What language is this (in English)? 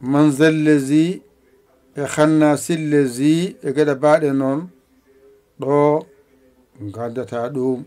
Fula